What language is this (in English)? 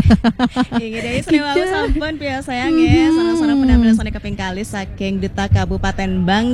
Balinese